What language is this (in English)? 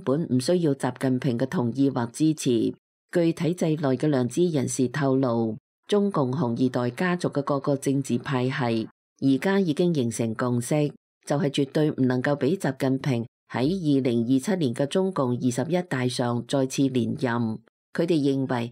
Cantonese